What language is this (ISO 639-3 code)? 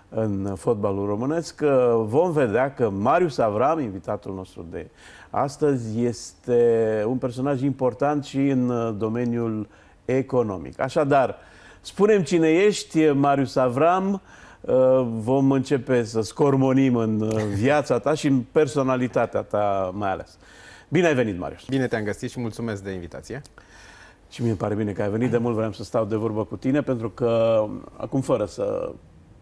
ron